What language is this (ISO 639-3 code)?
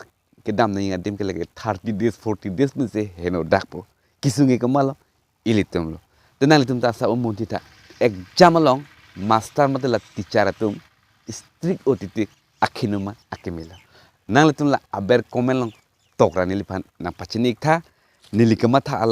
mjw